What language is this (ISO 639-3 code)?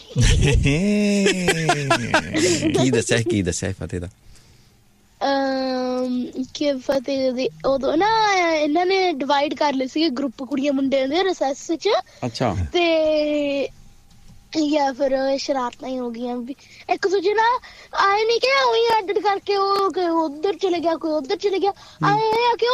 pan